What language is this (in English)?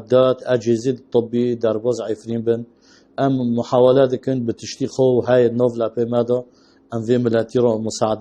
Kurdish